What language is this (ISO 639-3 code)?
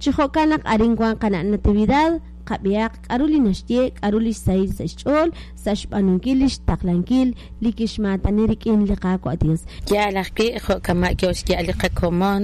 kek